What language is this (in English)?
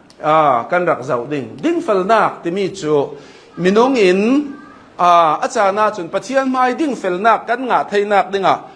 Hakha Chin